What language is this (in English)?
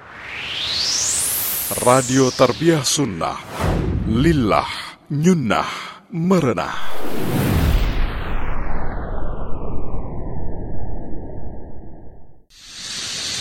Indonesian